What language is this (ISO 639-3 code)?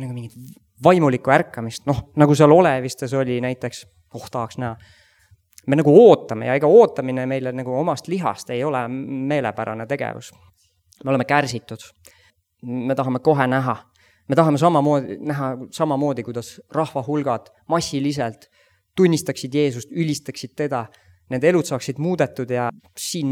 est